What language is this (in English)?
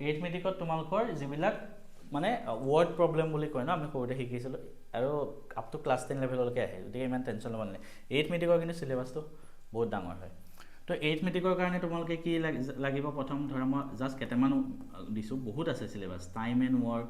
Assamese